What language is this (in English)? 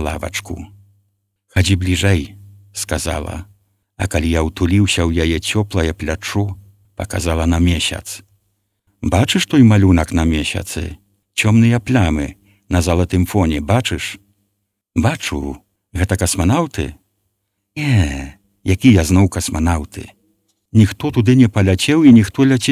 Belarusian